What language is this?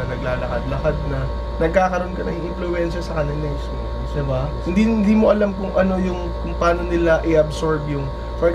Filipino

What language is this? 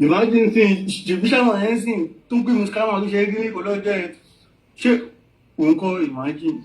Yoruba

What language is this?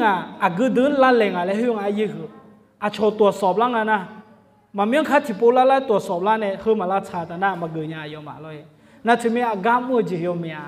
Akha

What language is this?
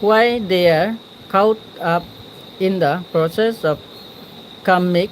Chakma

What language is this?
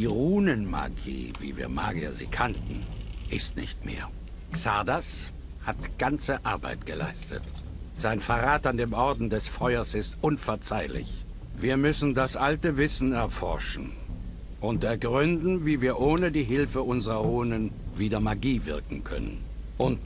Bavarian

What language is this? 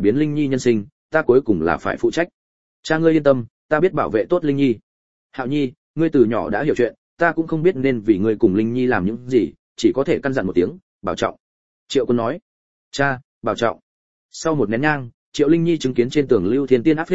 Vietnamese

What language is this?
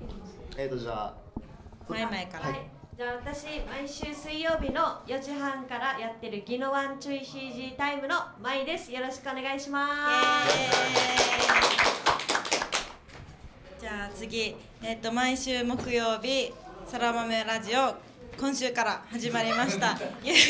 Japanese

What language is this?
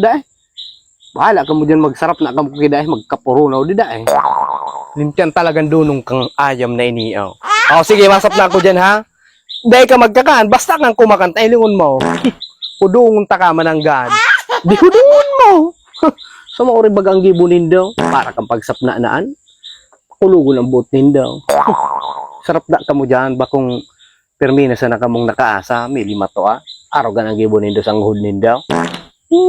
Bikol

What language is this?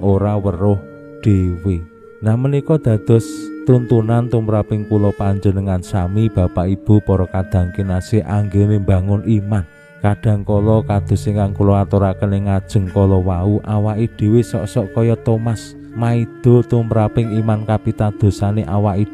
Javanese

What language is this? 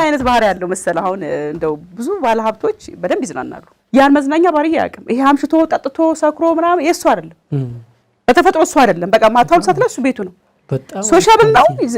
Amharic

